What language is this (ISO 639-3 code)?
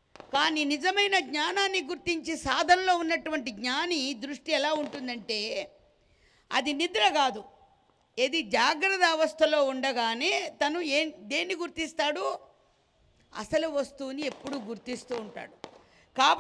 tel